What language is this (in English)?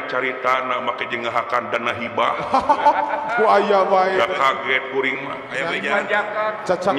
Sundanese